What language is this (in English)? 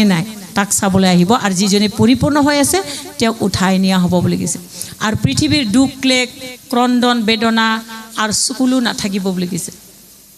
Assamese